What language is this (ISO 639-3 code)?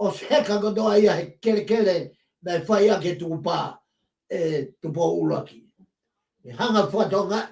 ton